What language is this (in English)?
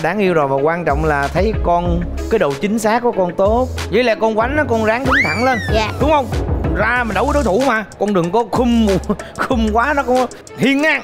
Vietnamese